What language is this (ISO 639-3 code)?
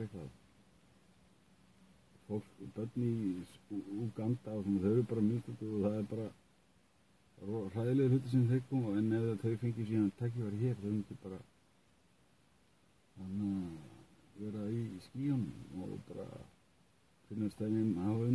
isl